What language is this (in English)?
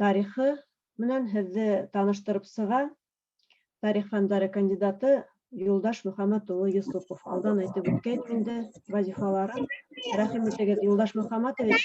Bashkir